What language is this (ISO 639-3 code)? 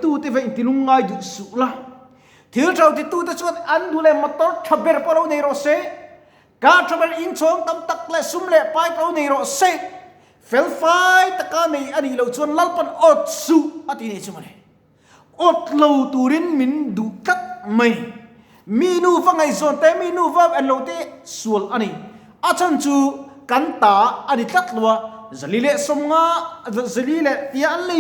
lus